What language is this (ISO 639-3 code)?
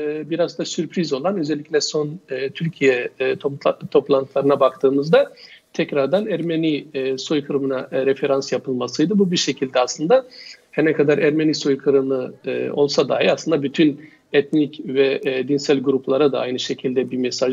tur